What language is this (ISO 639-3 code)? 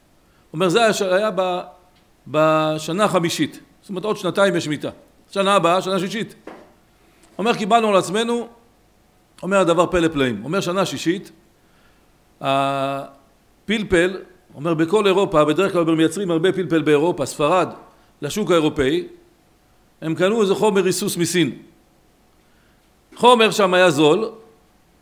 heb